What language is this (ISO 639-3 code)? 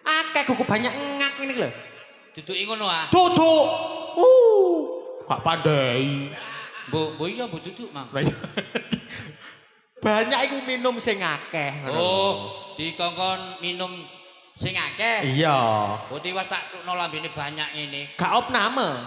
jav